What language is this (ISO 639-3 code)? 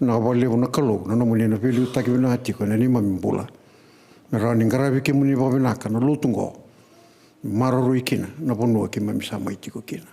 fij